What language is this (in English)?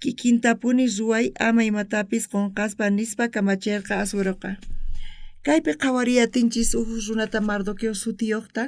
South Bolivian Quechua